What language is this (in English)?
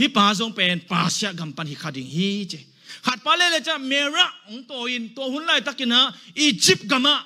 Tedim Chin